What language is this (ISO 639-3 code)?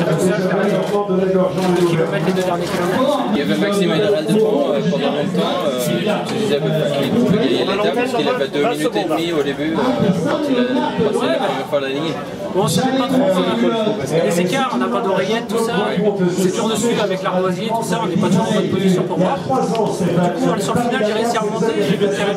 fra